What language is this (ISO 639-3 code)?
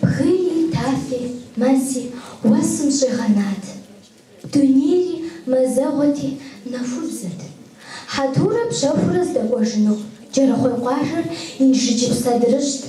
kbd